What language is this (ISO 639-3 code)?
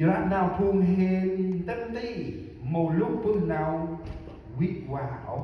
cmo